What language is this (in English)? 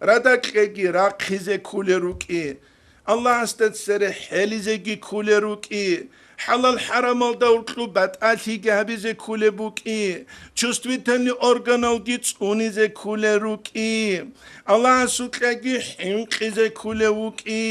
Avaric